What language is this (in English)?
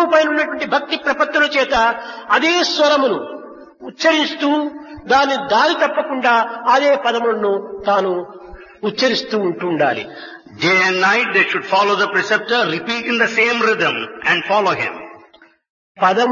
Telugu